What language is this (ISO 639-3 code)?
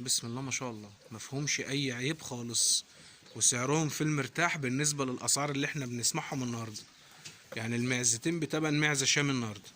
arz